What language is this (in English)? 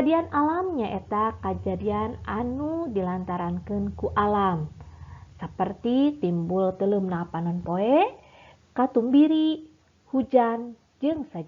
Sundanese